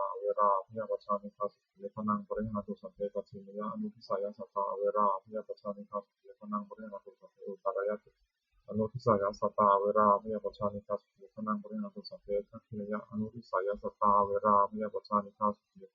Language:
Pali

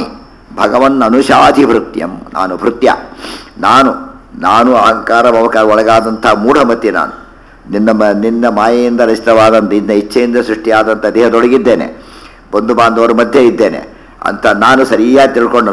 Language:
Kannada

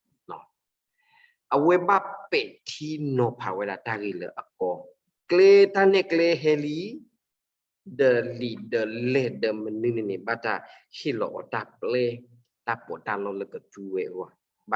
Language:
S'gaw Karen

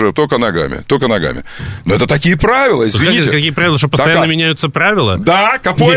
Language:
Russian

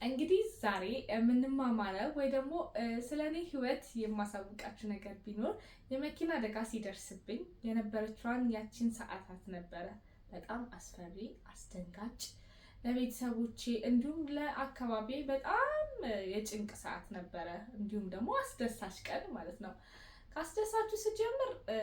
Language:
Amharic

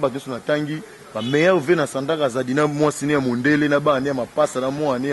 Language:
Lingala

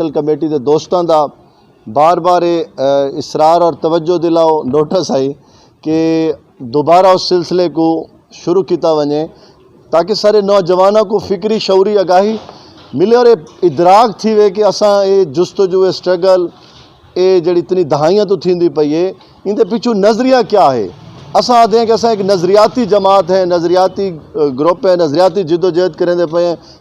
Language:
Saraiki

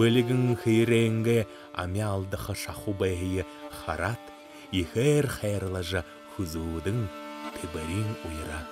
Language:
Buriat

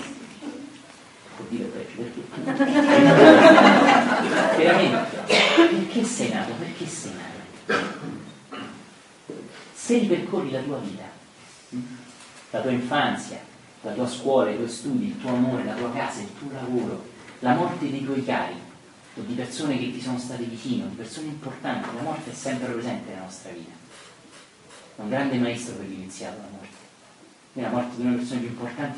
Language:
Italian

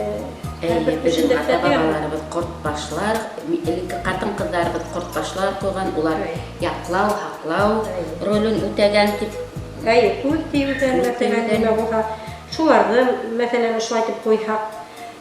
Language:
Bashkir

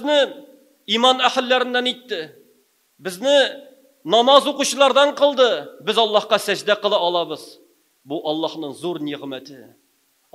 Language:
Tatar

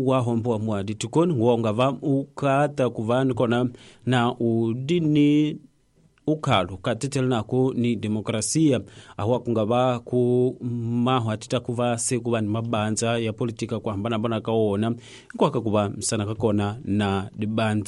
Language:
Tsonga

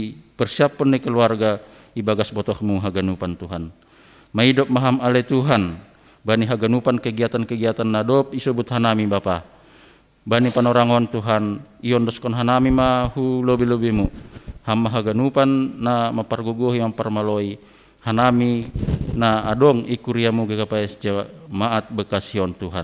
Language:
Batak Simalungun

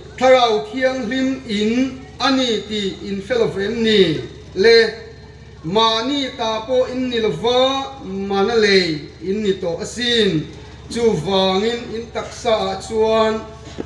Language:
Hmar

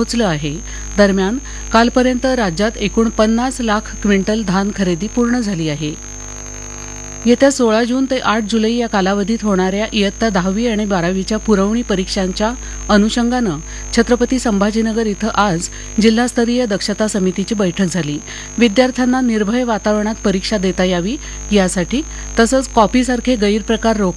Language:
Marathi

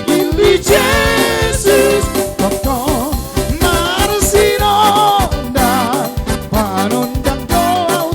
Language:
Batak Toba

